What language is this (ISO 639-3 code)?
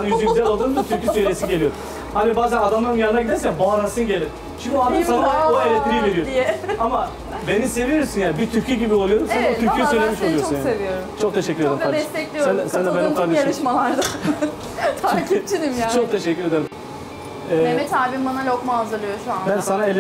tur